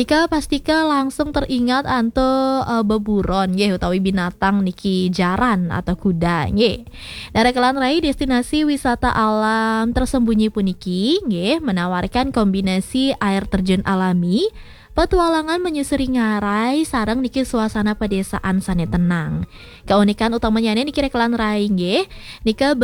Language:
Balinese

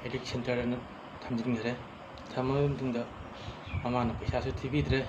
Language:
Manipuri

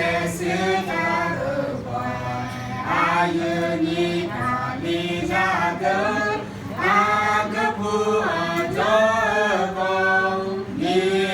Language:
Akha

